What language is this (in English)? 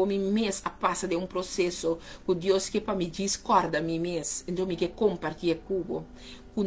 Papiamento